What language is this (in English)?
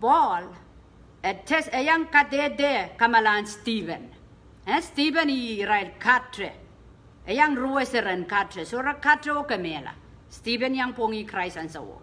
Pohnpeian